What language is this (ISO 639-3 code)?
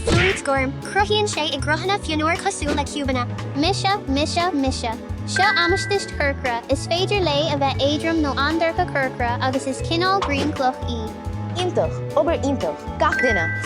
gle